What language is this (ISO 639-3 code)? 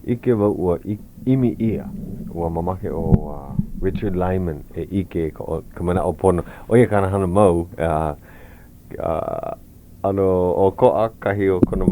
haw